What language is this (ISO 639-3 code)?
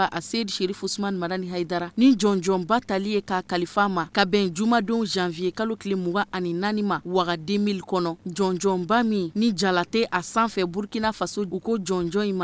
bam